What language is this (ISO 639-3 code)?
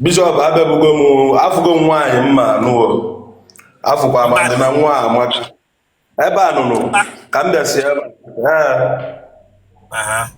ibo